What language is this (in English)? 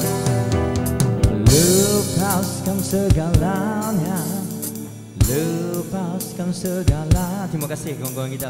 Indonesian